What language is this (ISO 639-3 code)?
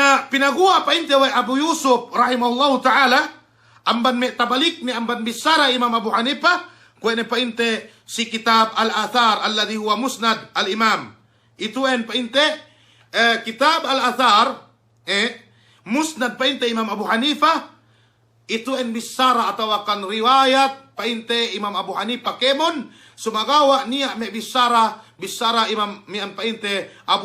yka